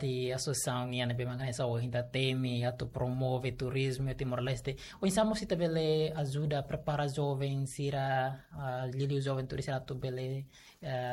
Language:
Tetum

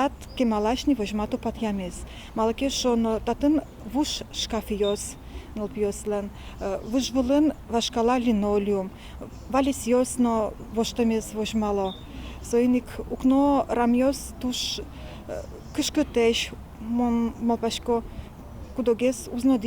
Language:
Udmurt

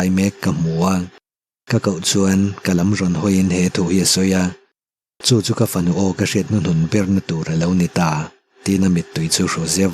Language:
Mizo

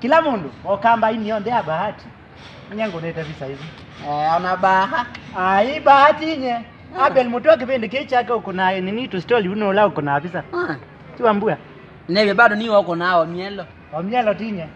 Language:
Kamba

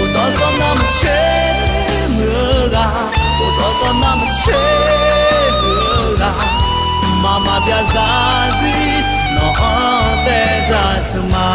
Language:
Akha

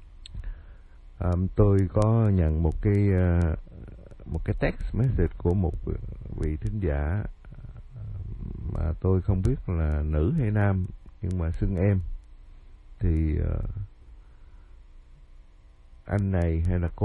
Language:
Vietnamese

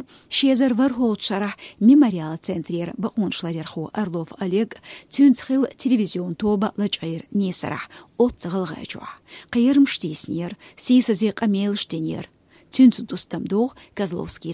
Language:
Chechen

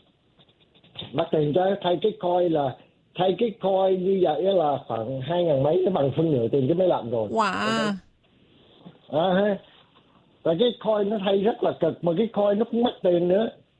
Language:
Vietnamese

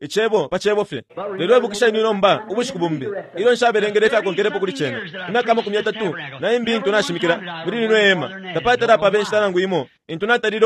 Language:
Bemba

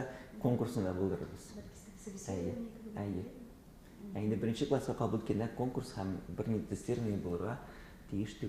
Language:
Tatar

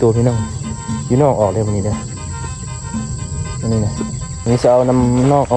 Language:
Lao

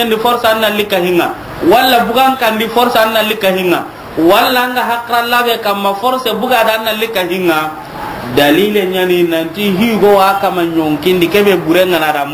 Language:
Soninke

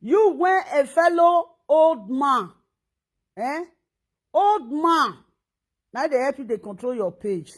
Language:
Nigerian Pidgin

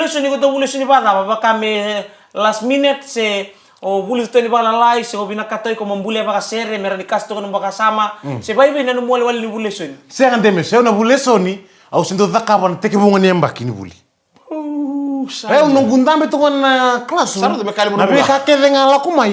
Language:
Fijian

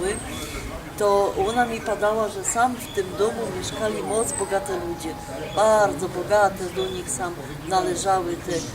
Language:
Silesian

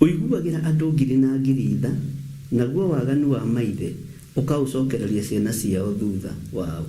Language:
Kikuyu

